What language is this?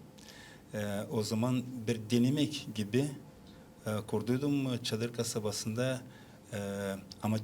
Gagauz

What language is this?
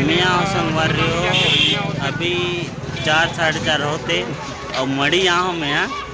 Chhattisgarhi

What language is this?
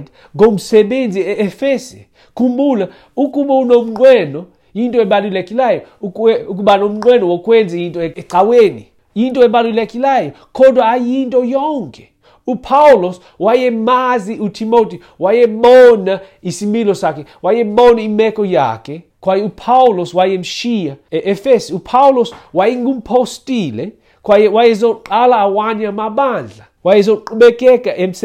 Xhosa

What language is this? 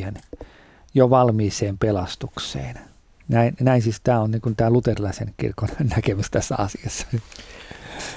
Finnish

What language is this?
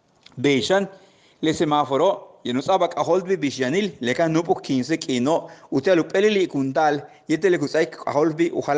Yucateco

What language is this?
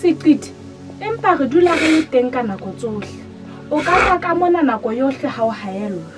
Southern Sotho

